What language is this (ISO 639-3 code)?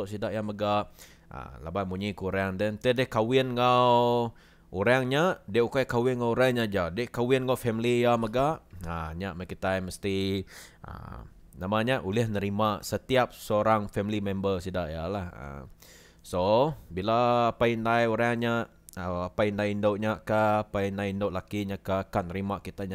iba